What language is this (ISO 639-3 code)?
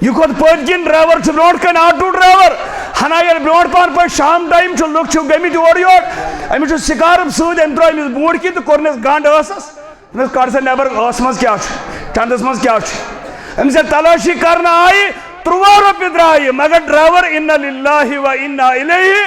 kas